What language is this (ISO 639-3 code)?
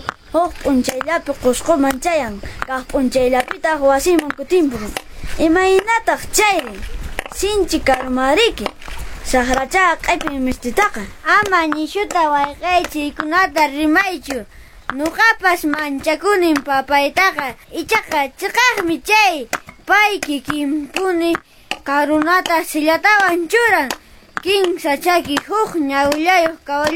que